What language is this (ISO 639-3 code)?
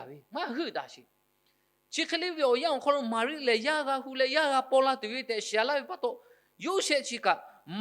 lhu